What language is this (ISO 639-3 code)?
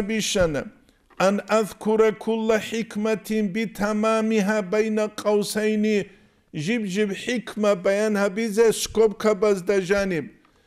ava